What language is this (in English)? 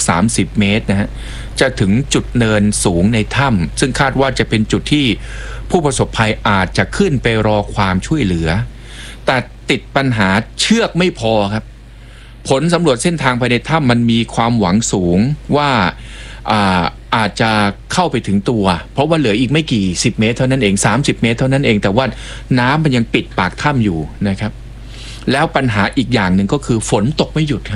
Thai